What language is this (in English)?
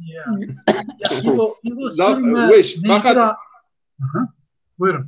Zaza